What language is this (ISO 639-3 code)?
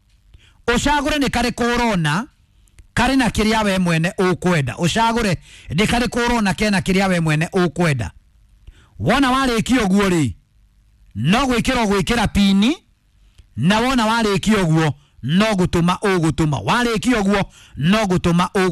kik